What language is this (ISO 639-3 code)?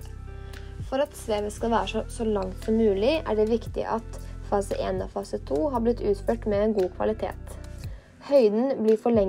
nor